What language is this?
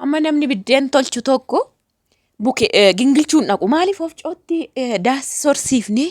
Oromo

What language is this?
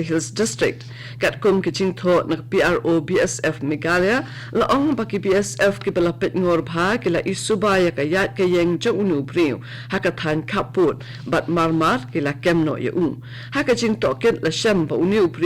Khasi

